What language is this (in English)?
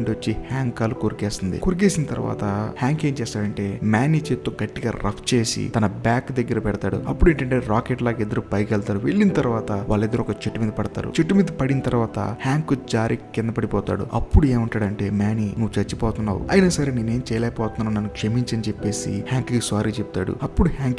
Telugu